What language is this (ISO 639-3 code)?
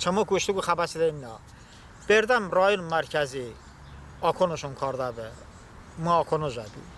tly